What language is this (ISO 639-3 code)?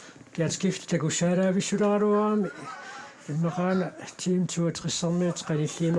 kal